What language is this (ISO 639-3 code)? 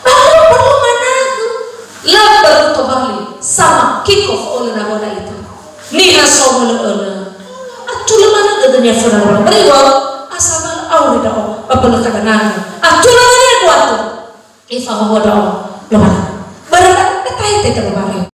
nia